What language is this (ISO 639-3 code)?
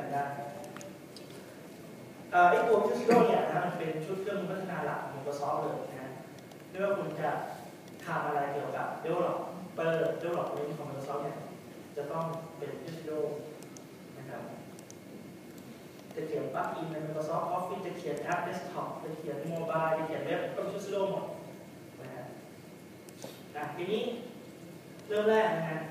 tha